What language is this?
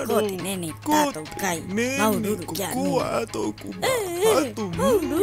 Rapanui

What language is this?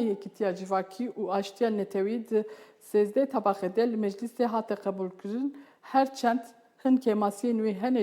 Kurdish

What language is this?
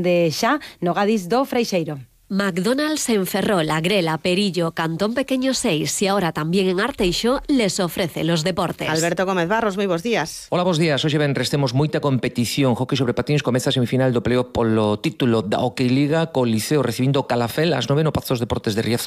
Galician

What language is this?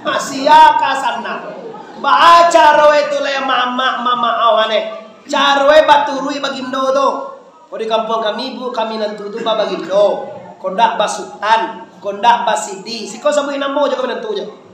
Minangkabau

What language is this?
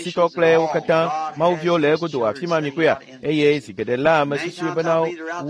Ewe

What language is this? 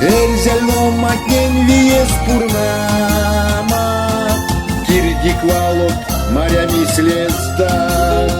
Erzya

